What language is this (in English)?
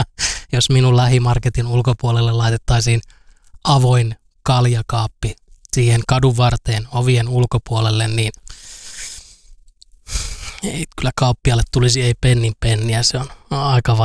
Finnish